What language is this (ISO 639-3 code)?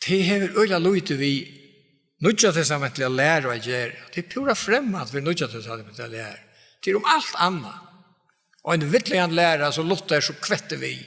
fao